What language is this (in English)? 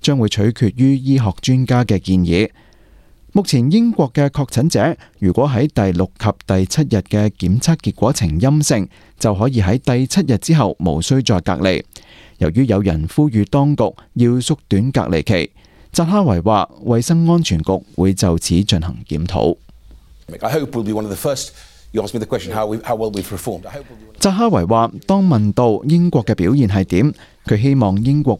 Cantonese